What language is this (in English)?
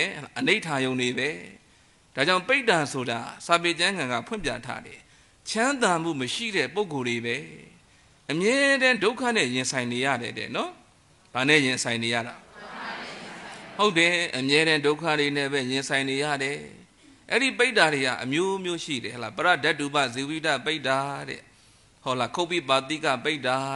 Burmese